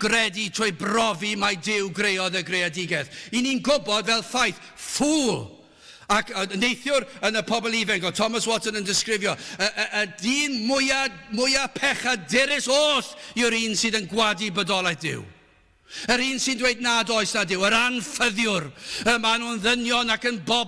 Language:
Welsh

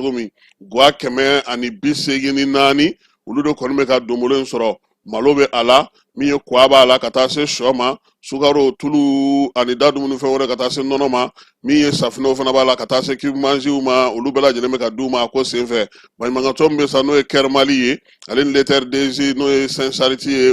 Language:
Bambara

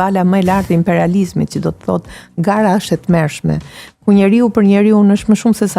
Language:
Albanian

